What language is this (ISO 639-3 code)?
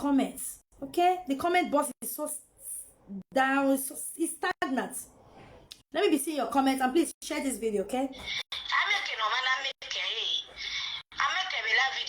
pcm